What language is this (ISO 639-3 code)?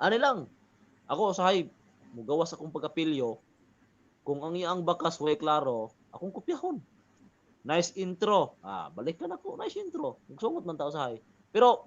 ceb